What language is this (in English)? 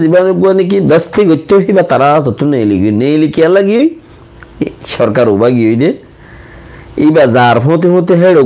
Rohingya